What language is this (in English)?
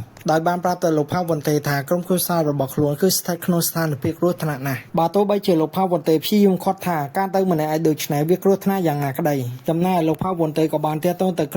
Khmer